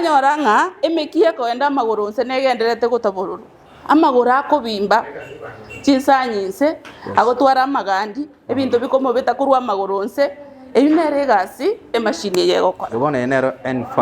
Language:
Gusii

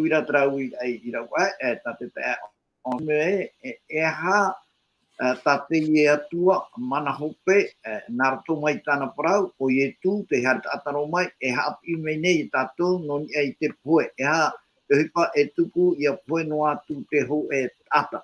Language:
Tahitian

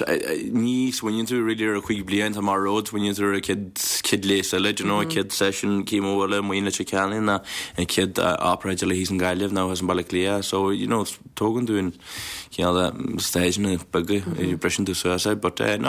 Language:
Irish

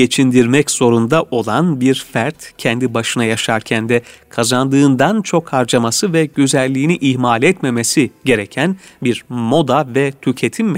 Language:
Turkish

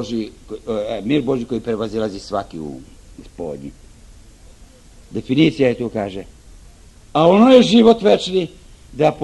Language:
Serbian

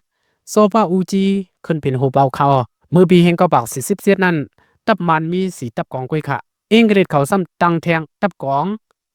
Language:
Shan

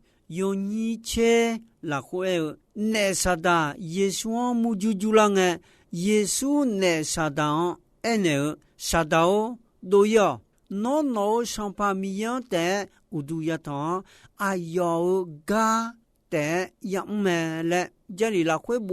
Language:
Akha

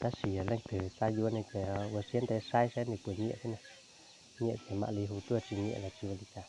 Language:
Hmong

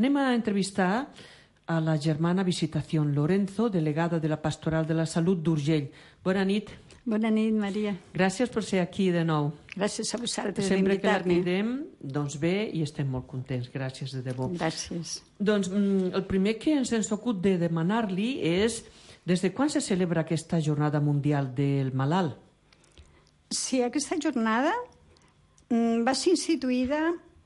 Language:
Catalan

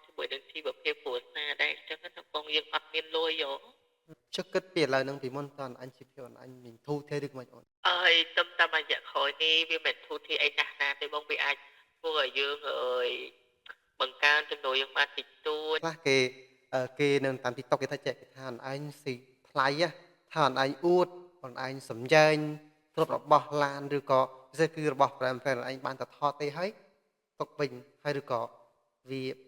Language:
Khmer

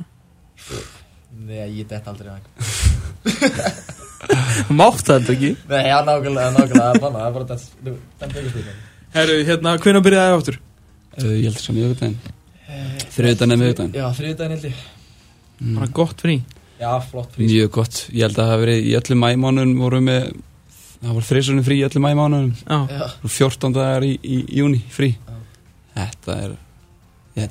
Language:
Icelandic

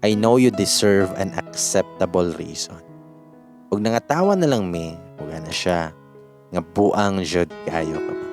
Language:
Cebuano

